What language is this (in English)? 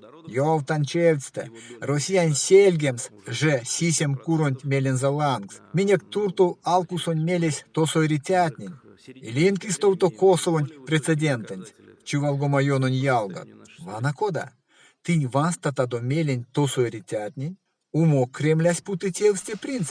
Erzya